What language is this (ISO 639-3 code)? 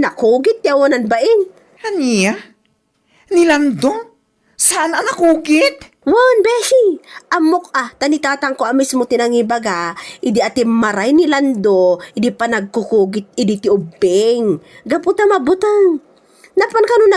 ilo